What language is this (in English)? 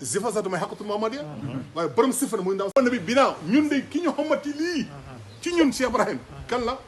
Wolof